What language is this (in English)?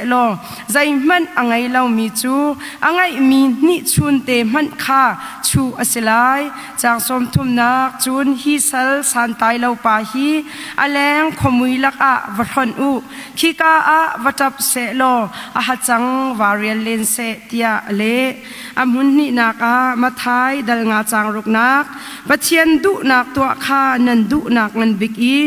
Hakha Chin